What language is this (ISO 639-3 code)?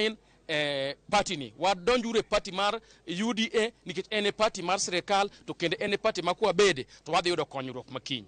luo